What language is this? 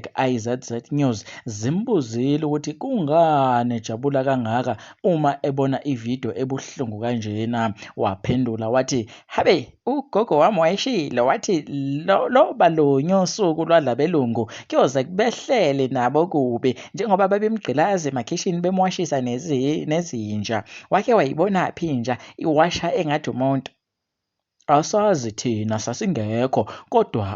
Zulu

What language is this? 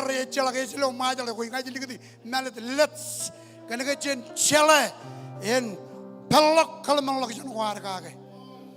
Marshallese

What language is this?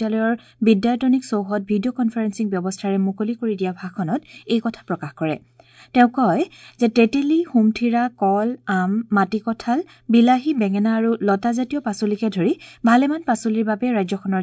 Assamese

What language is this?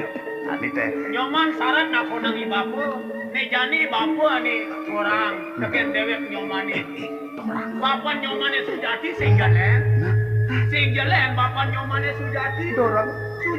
Balinese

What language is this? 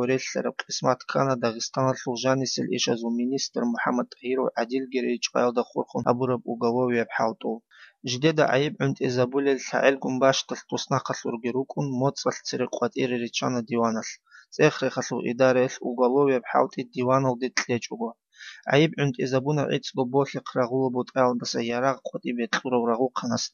Avaric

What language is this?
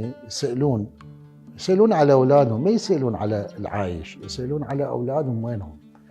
Mesopotamian Arabic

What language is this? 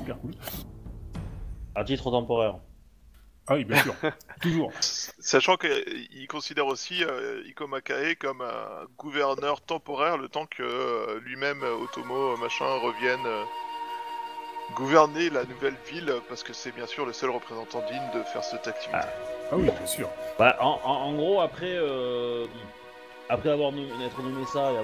French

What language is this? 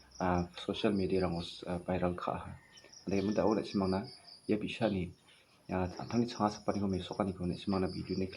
Garo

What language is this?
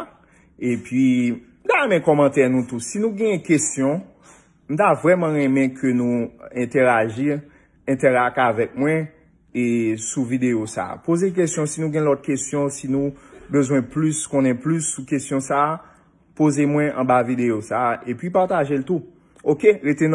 Haitian Creole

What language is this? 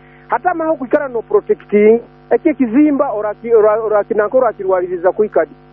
Nyoro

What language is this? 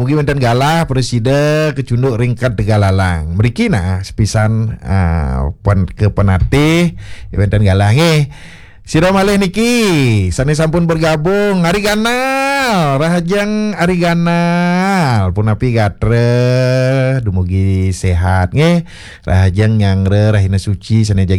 Balinese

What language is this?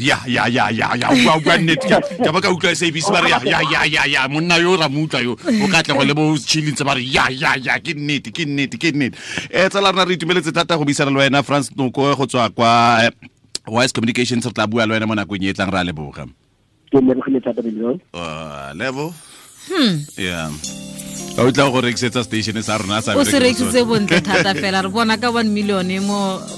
Tswana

